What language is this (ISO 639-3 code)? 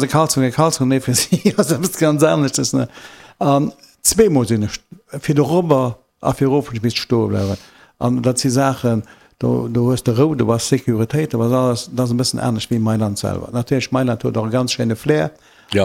ltz